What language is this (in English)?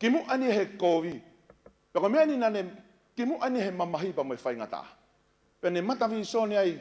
Tongan